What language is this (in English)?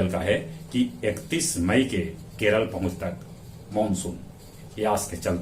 Magahi